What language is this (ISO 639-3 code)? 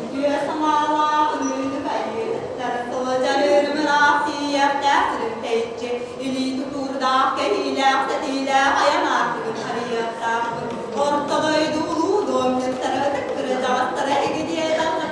sah